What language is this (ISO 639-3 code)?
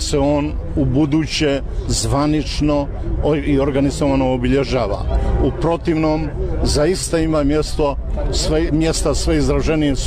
bos